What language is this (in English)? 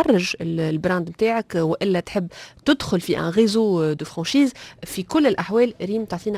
Tunisian Arabic